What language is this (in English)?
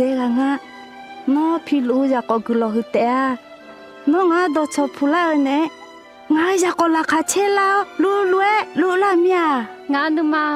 Akha